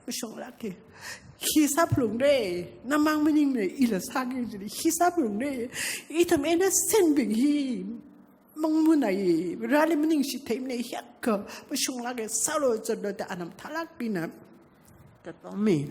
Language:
Tangkhul Naga (India)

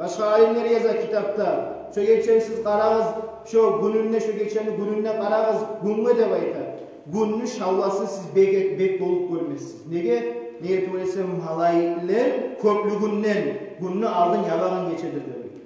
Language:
Kumyk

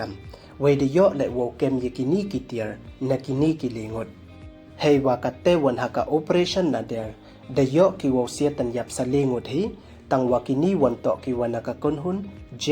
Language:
Pnar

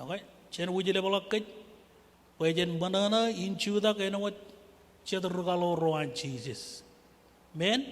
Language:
Marshallese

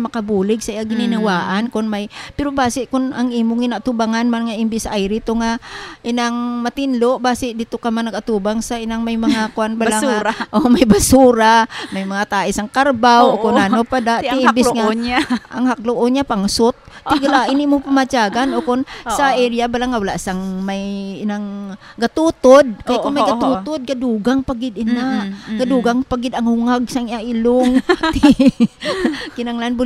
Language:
Hiligaynon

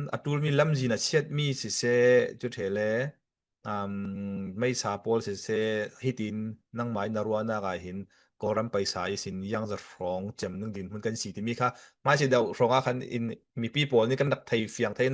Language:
Falam Chin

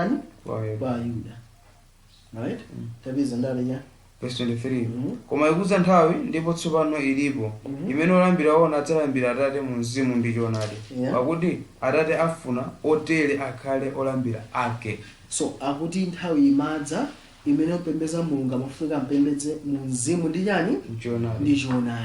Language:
Nyanja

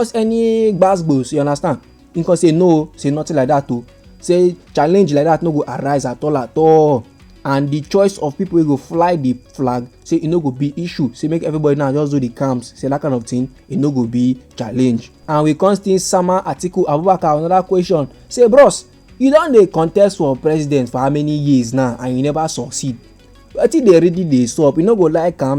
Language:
Nigerian Pidgin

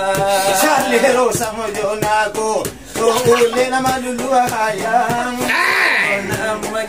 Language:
Minangkabau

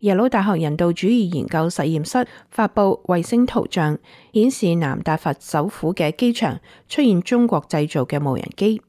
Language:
Cantonese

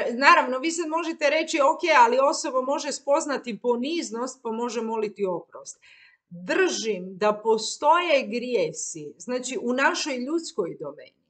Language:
Croatian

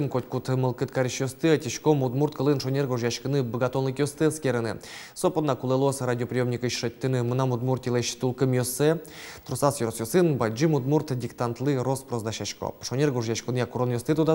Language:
Udmurt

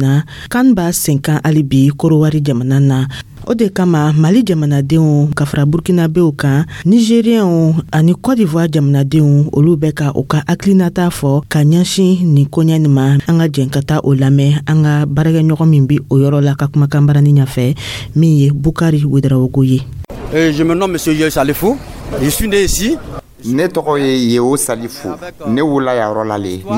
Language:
Dyula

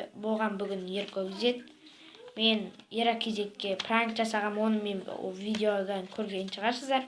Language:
Kazakh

